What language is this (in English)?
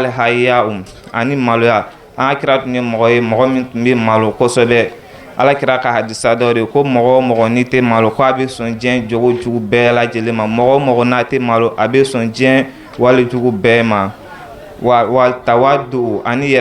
Bambara